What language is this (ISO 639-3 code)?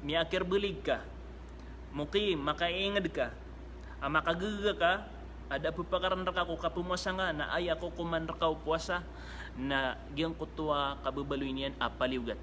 mrw